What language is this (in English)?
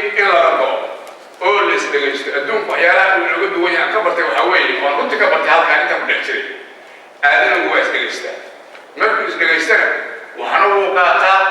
Somali